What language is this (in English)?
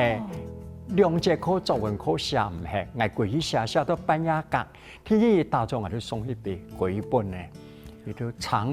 Hakka Chinese